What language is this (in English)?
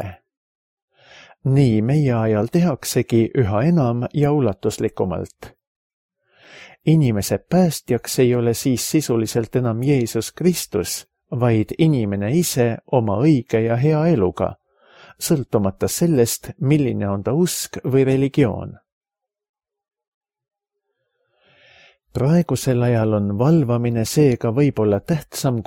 Estonian